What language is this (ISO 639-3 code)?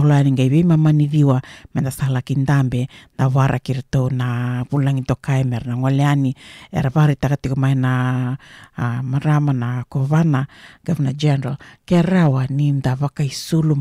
fij